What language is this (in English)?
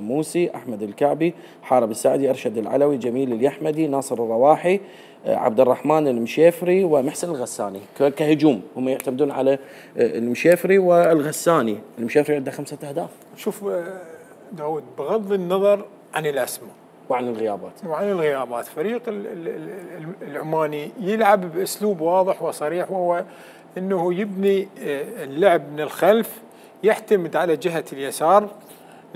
Mesopotamian Arabic